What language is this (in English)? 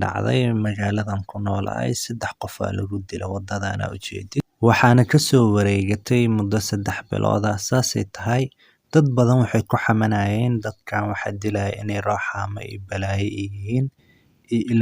Somali